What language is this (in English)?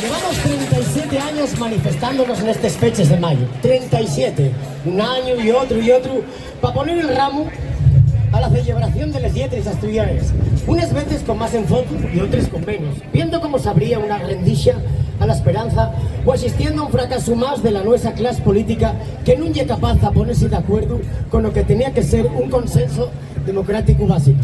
Asturian